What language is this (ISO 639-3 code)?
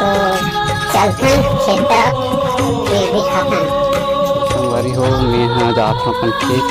hne